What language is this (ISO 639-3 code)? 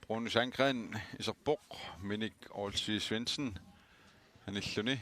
kal